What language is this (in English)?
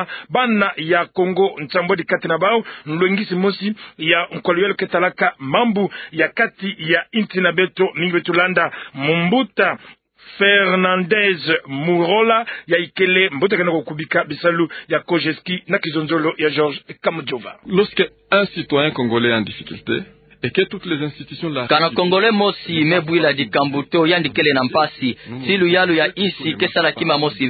Kituba (Democratic Republic of Congo)